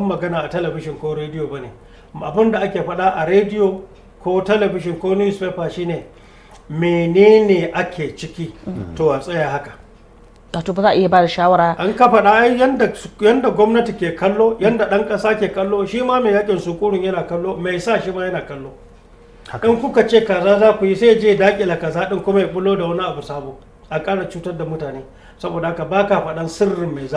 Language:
Hausa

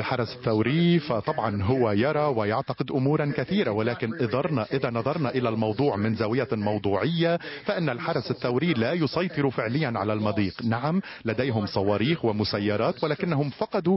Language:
Arabic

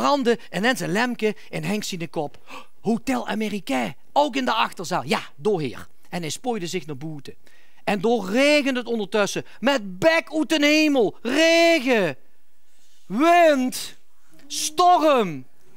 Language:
Limburgish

